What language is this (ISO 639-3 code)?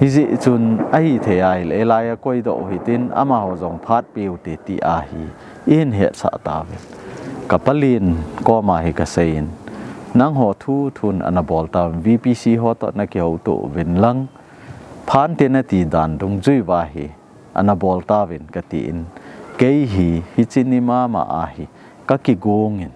tcz